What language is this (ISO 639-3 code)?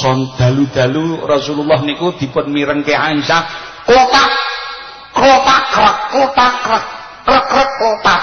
jav